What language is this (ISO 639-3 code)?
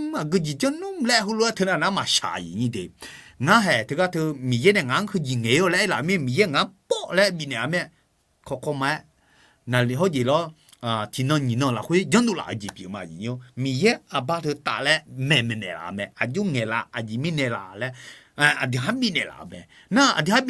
ahk